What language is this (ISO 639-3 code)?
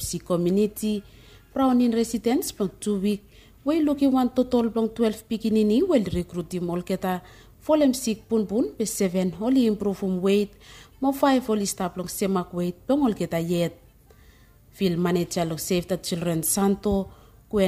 bis